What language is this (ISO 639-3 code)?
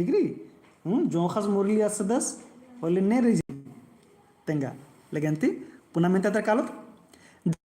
kru